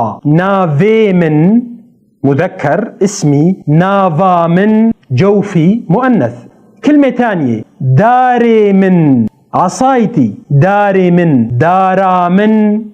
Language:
North Levantine Arabic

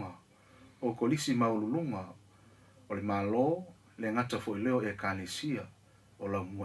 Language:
Samoan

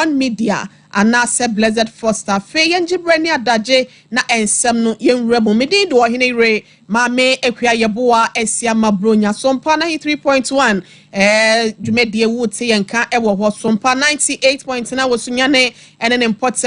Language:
Akan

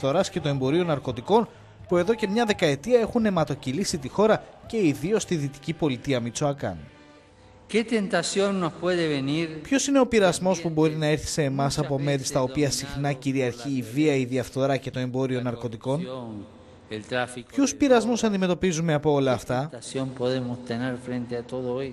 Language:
Greek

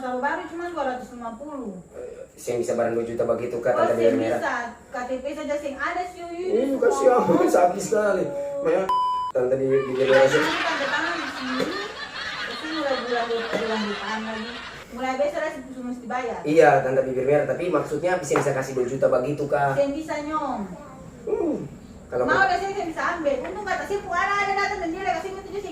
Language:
Ambonese Malay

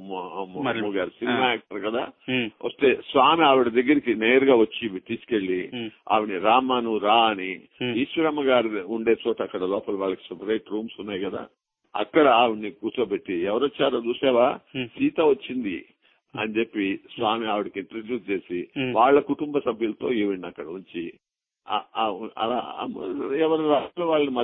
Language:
Telugu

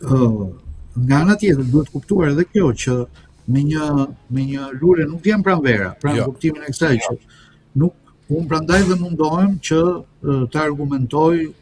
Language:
Albanian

